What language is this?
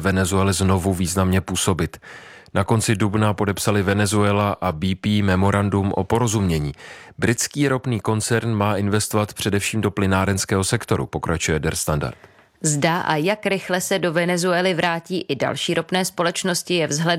Czech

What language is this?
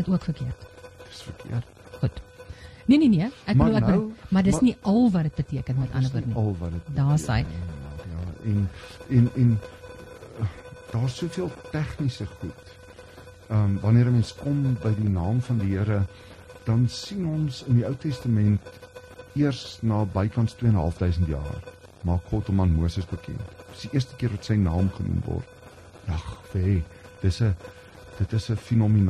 Afrikaans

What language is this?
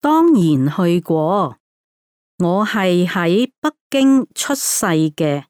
Cantonese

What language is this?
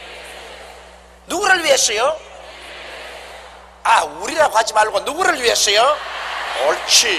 Korean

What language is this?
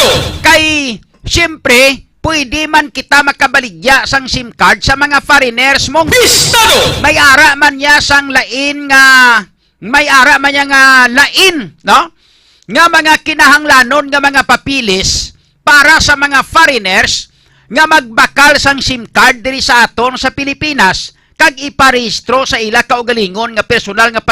Hiligaynon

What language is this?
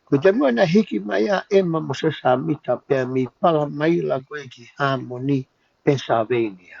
Tongan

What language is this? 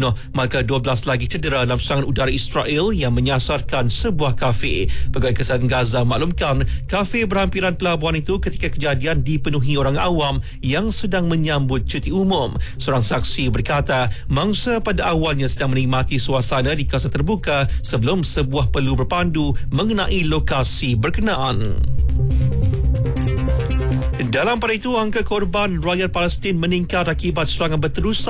Malay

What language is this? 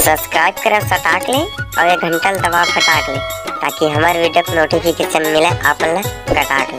Chhattisgarhi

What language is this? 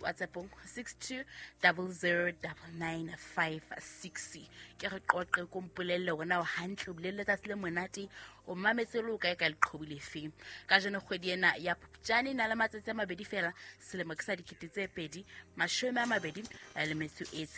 Southern Sotho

